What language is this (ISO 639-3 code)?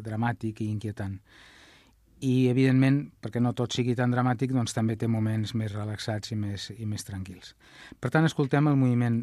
cat